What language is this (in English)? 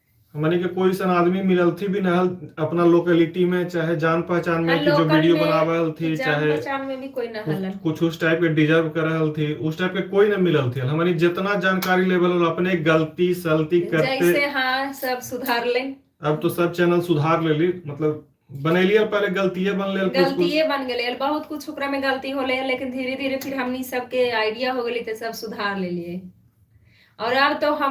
Magahi